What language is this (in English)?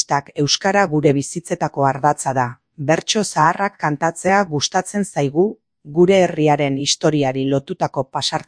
Basque